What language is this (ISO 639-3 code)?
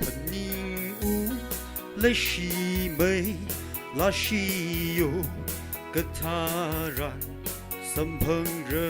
nmf